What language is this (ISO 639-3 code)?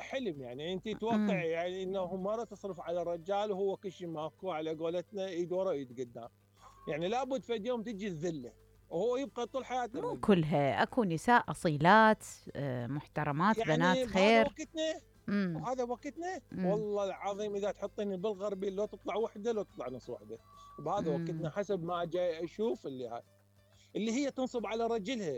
acm